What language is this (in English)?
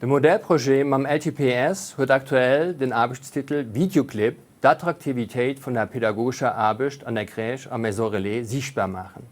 Luxembourgish